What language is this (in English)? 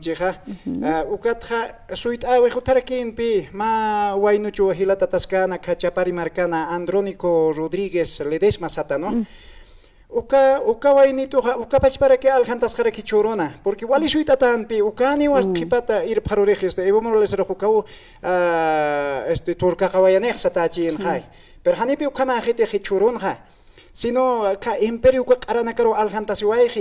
Aymara